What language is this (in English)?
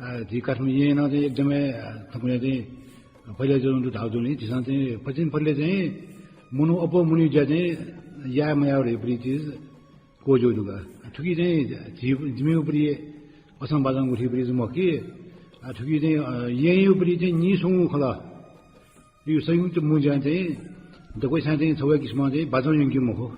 Newari